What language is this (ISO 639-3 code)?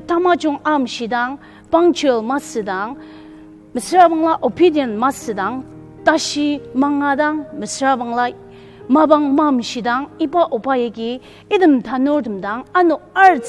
njo